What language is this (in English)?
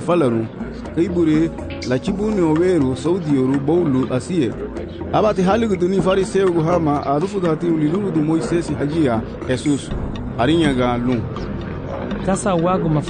Garifuna